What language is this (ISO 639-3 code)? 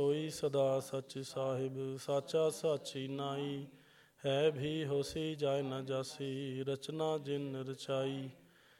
pan